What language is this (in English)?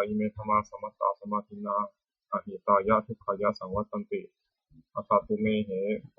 Pali